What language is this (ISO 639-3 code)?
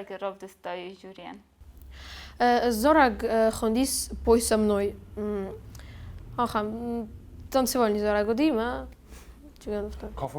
oss